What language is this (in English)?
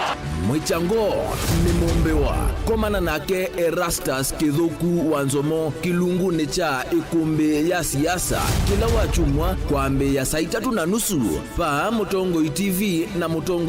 Kamba